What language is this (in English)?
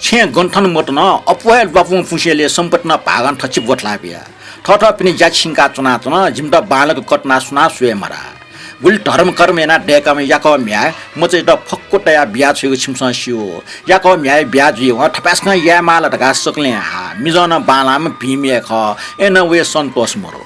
Newari